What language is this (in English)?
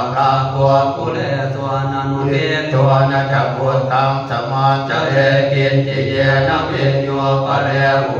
Pali